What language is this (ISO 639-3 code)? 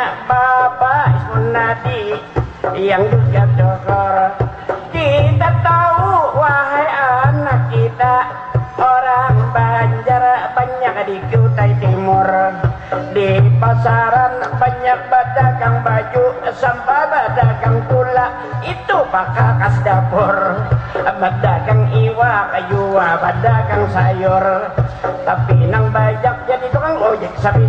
bjn